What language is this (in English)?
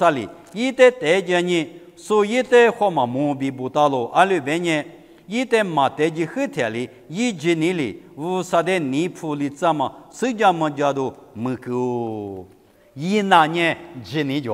Lisu